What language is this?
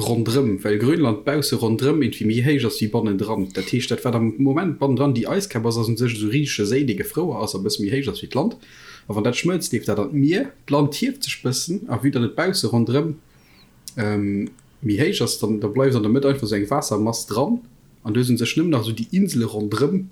Luxembourgish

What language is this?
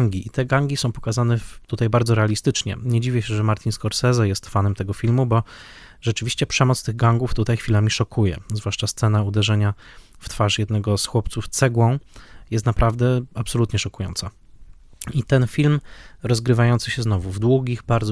Polish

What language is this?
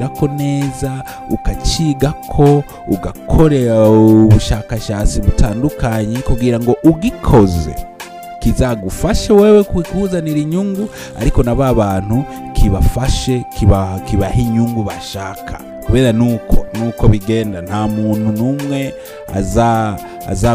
Kinyarwanda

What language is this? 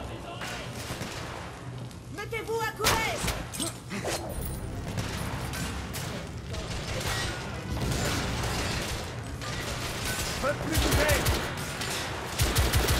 French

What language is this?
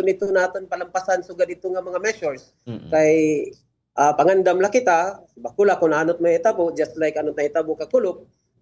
Waray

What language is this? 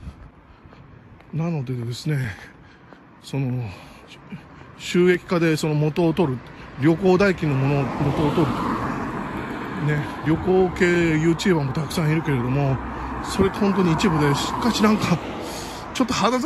Japanese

